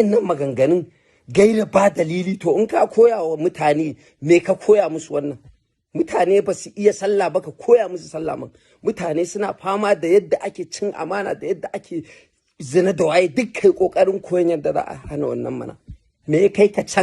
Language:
Hausa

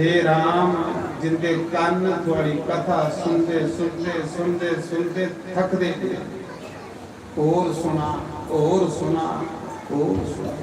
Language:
Dogri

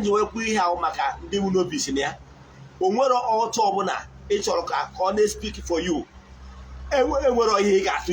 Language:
Igbo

